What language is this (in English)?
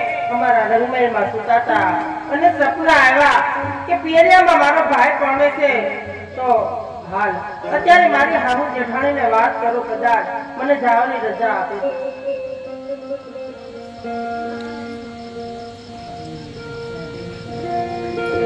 Gujarati